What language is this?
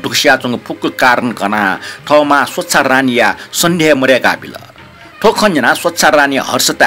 Newari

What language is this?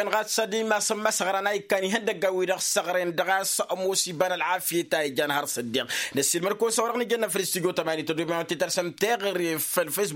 Tamasheq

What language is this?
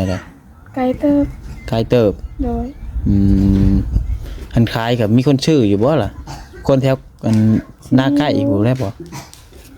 Northeastern Thai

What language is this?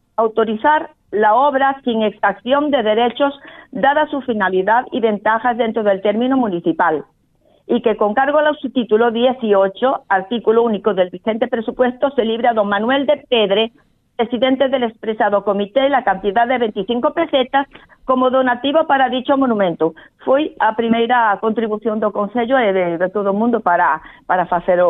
Galician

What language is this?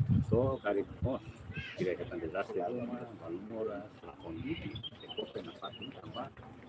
Tetum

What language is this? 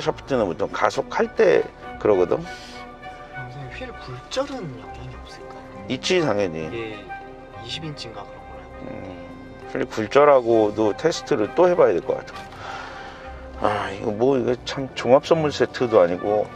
Korean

